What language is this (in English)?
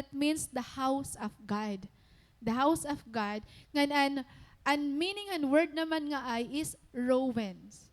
Waray